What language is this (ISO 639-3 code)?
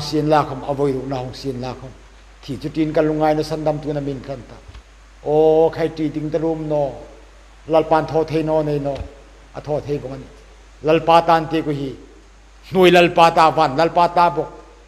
hmr